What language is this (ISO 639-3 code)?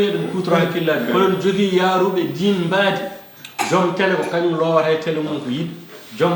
ful